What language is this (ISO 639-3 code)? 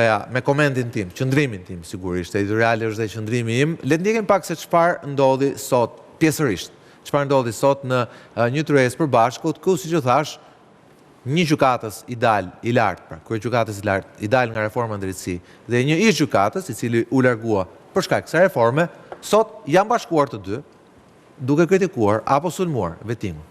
sqi